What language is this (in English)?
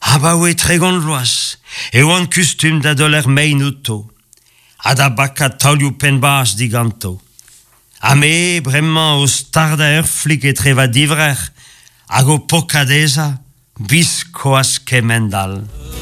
Breton